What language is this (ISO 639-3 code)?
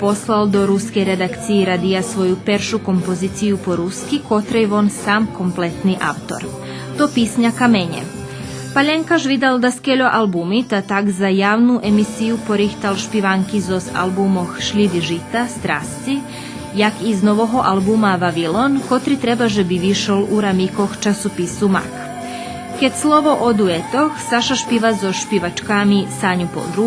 rue